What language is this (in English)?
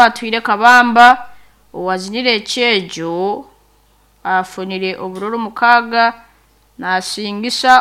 Nyankole